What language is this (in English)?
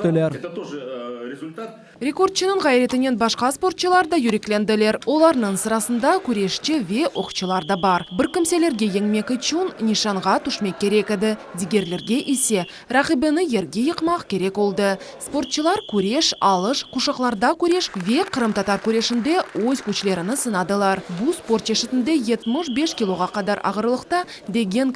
Crimean Tatar